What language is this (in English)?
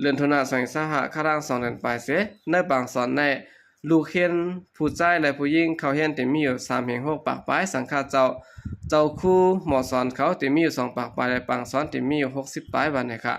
Shan